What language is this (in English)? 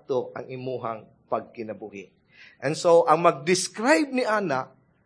Cebuano